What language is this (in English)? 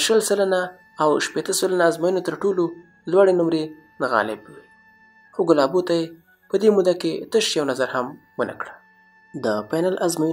Pashto